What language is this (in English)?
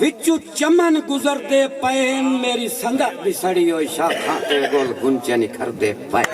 Saraiki